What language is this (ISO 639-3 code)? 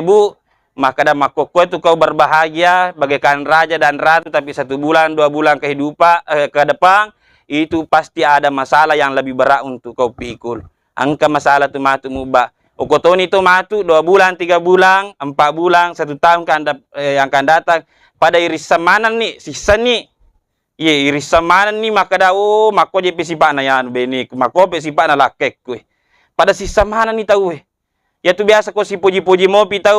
bug